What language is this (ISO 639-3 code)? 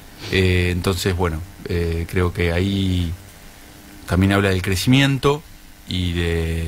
spa